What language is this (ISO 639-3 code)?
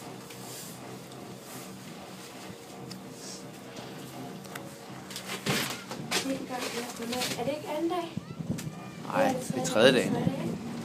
dan